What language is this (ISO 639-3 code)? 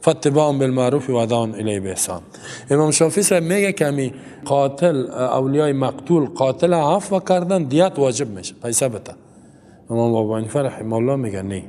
fas